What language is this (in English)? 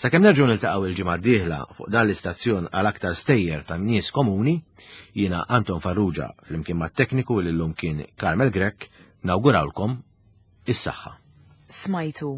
Maltese